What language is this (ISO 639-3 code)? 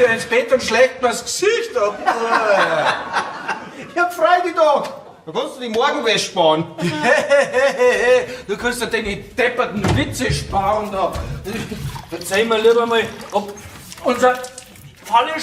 bar